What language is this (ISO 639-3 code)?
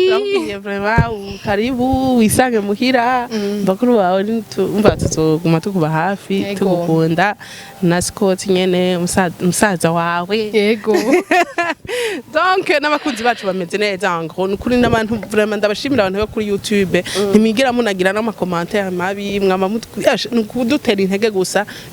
run